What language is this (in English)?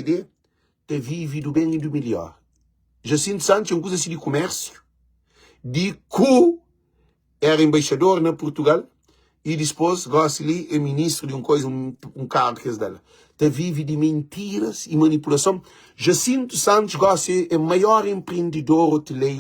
Kabuverdianu